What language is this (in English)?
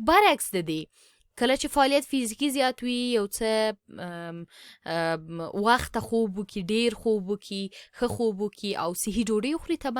Pashto